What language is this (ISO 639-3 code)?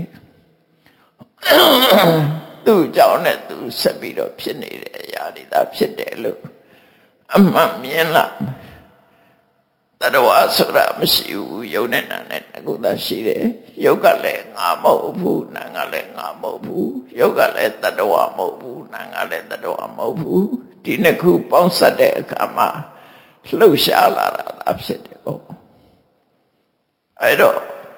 mya